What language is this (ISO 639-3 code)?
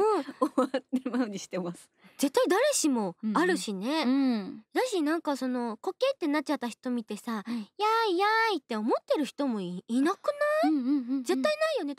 jpn